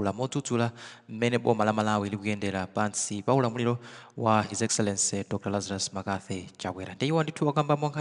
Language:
Nyanja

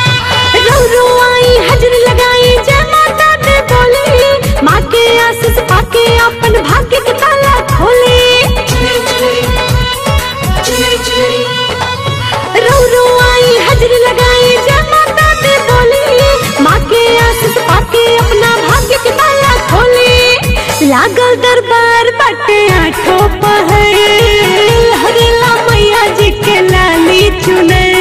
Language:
Bhojpuri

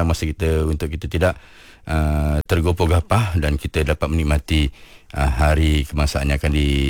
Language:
Malay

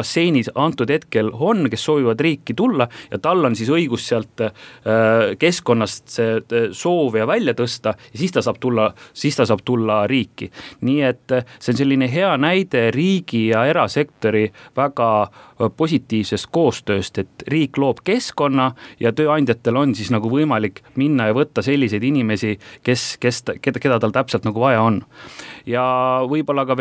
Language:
Estonian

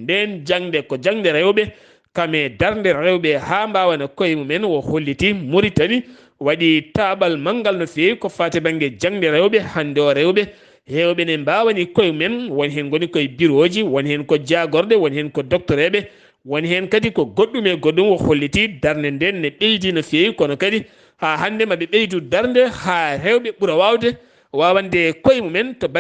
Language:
Fula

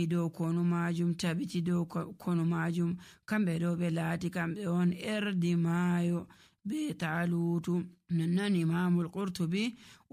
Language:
Nigerian Fulfulde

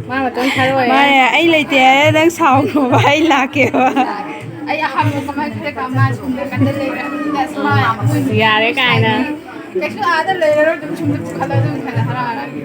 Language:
Manipuri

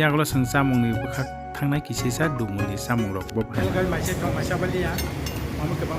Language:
Kok Borok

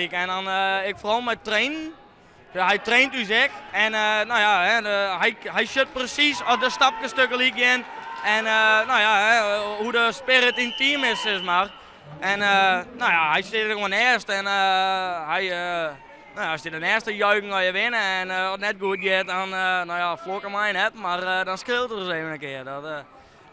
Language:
Western Frisian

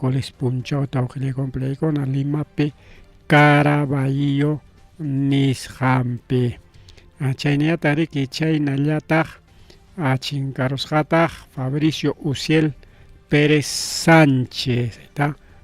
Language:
Ayacucho Quechua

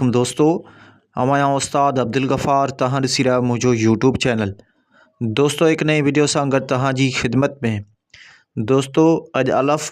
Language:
Sindhi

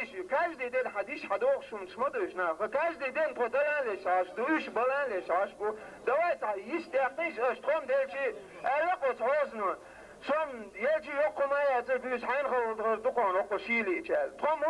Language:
Chechen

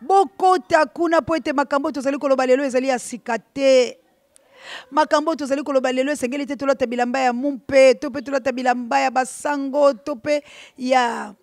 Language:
Lingala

